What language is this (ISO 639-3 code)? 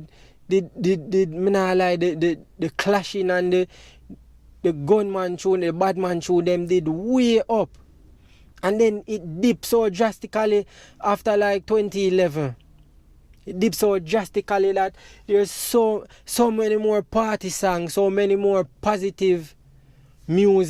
jam